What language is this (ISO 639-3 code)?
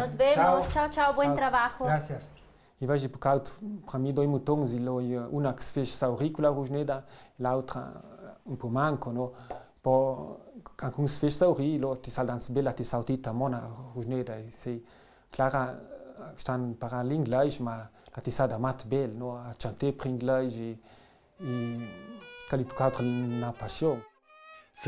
lld